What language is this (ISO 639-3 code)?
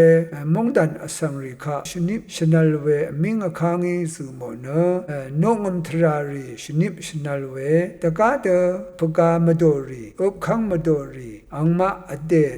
raw